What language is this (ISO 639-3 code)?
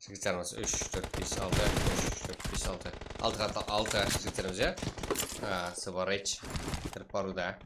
kaa